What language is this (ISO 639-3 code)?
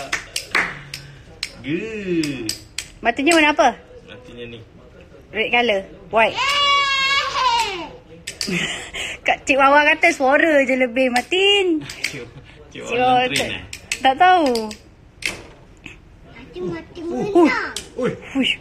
msa